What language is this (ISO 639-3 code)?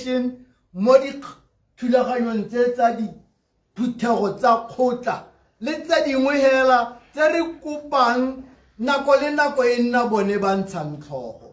tsn